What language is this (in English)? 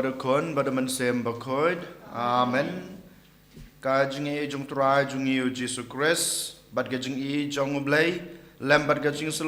Khasi